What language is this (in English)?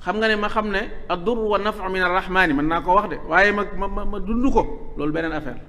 Wolof